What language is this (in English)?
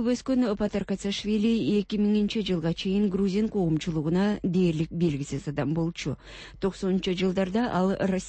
Kyrgyz